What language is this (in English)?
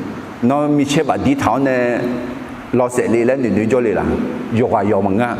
Akha